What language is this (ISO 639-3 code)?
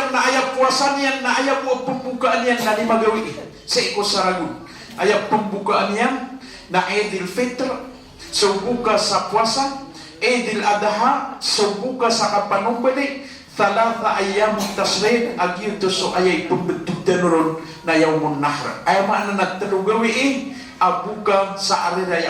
mrw